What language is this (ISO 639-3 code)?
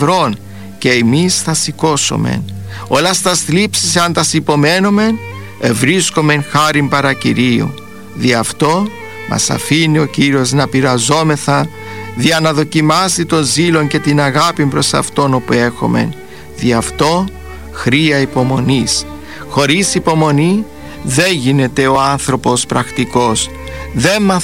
ell